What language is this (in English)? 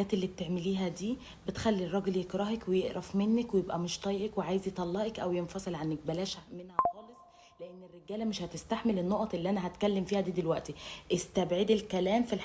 Egyptian Arabic